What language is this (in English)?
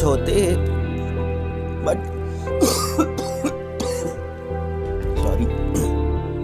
Urdu